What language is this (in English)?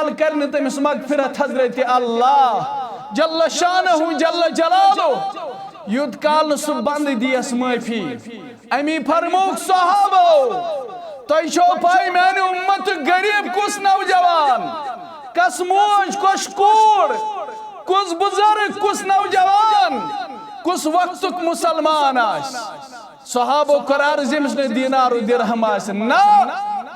Kashmiri